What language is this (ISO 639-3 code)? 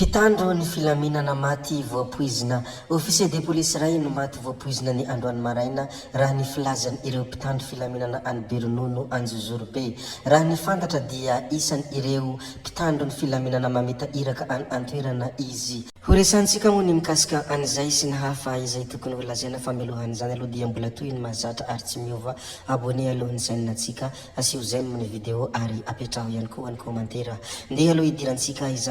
mlg